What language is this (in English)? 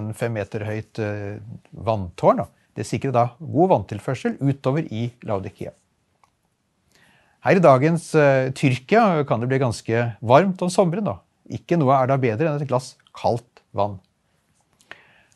Norwegian